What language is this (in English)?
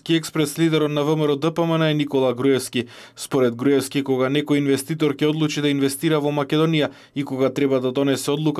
Macedonian